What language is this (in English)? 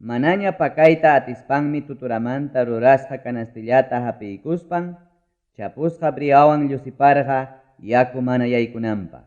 Ayacucho Quechua